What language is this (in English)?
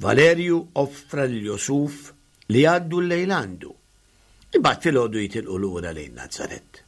Maltese